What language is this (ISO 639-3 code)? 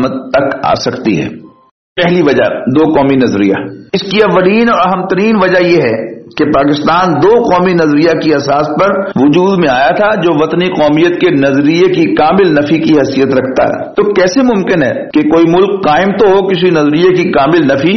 urd